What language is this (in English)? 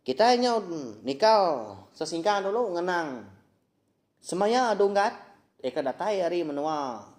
Iban